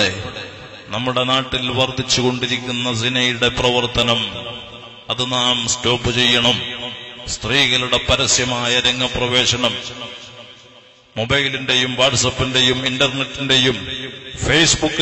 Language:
Malayalam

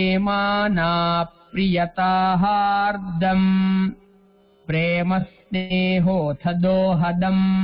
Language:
Sanskrit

